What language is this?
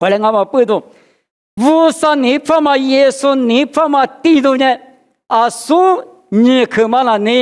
Lisu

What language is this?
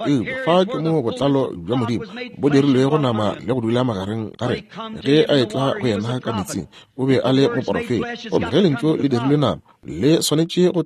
Northern Sotho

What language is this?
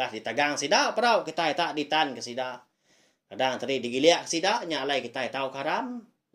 Iban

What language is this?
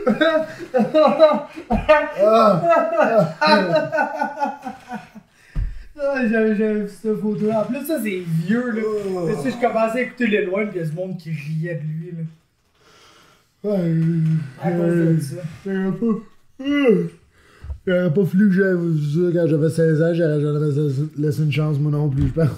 French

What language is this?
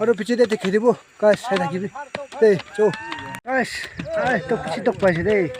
Naga Pidgin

